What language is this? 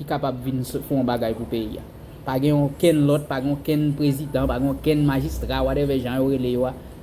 Haitian Creole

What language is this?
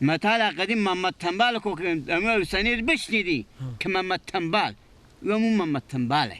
Persian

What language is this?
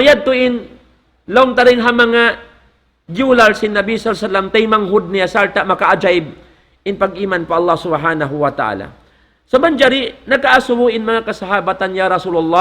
Tausug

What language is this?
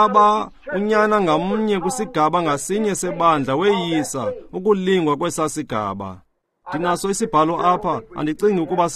Xhosa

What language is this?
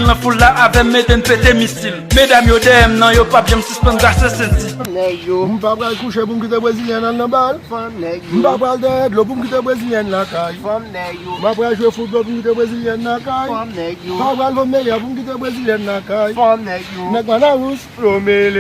Haitian Creole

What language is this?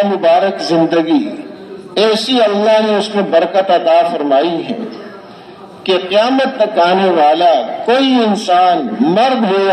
Urdu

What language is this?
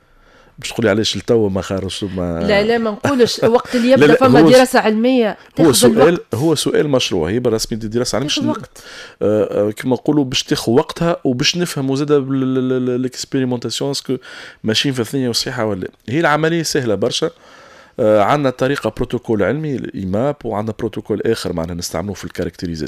Tunisian Arabic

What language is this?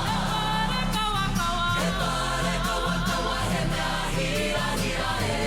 Māori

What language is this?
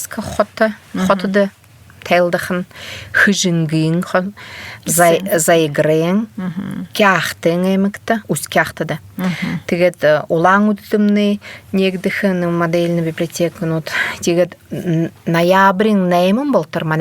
Buriat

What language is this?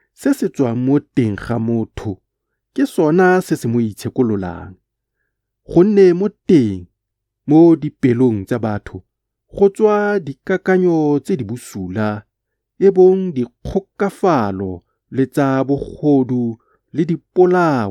Tswana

